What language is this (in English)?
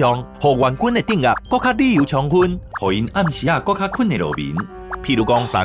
Min Nan Chinese